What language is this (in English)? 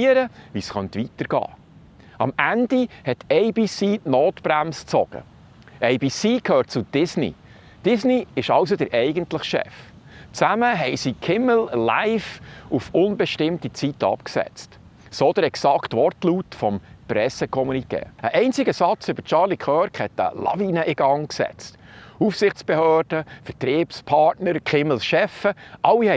Swiss German